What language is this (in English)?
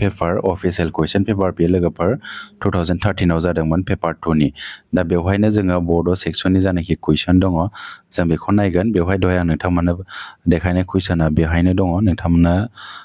Bodo